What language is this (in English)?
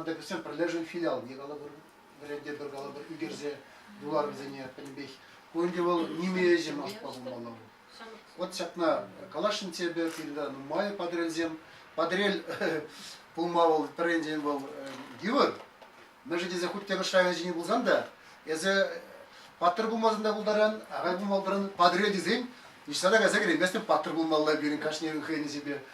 Chuvash